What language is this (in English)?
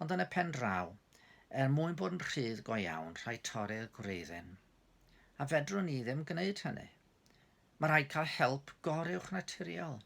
Welsh